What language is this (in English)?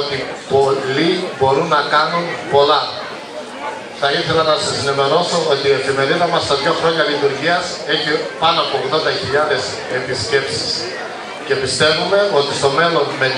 Greek